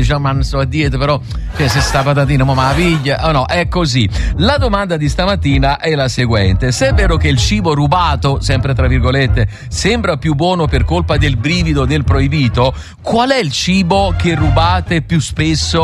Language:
Italian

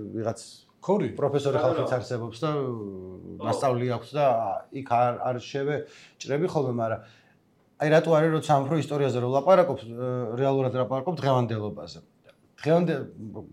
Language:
Georgian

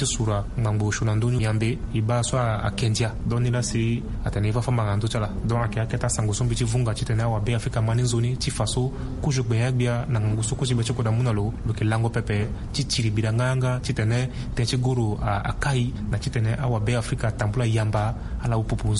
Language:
Sango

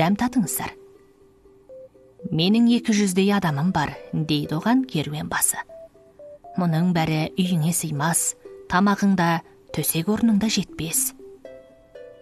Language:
Kazakh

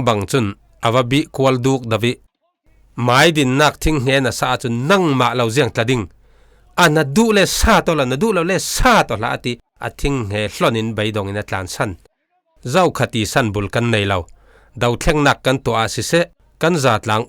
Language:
Falam Chin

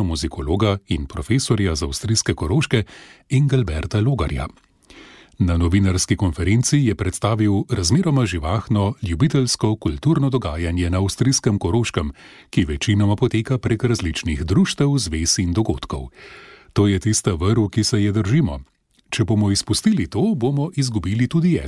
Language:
Slovenian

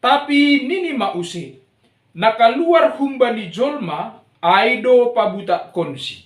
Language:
Batak Simalungun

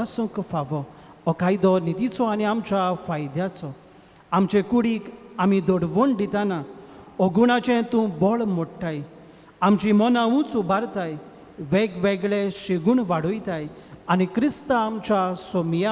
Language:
Konkani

